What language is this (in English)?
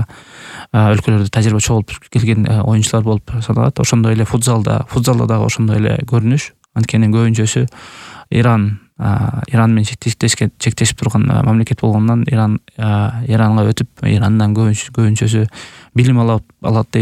Kyrgyz